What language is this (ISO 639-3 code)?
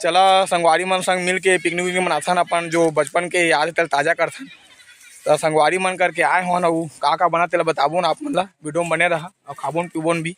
hne